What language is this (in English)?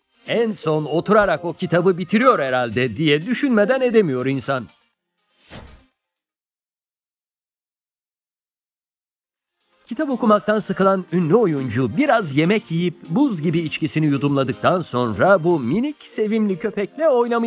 Turkish